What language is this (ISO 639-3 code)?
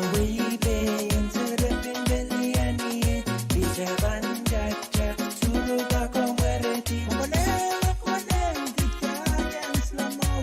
pon